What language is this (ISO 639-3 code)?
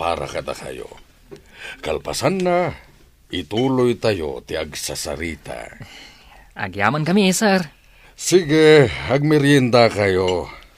ilo